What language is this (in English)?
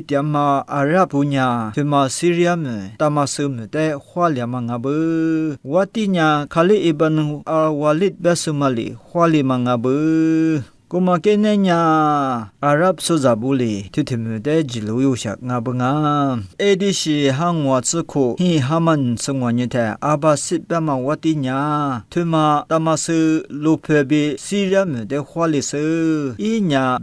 Lisu